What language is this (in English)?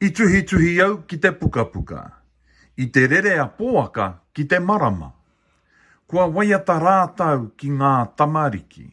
Māori